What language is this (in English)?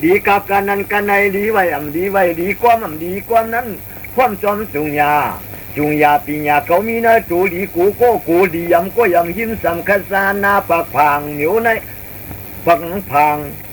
Shan